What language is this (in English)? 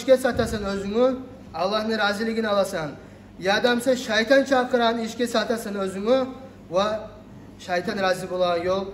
Kumyk